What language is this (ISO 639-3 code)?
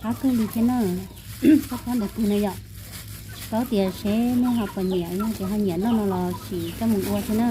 hmn